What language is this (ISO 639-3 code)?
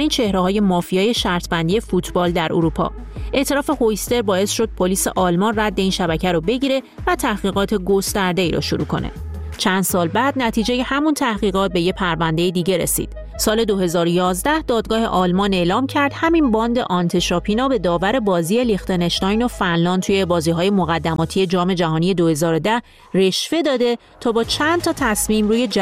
fas